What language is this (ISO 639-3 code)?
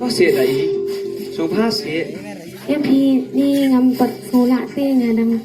kha